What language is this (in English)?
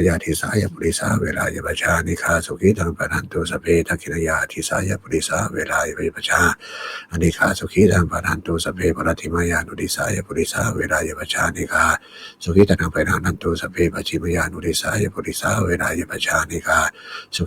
Pali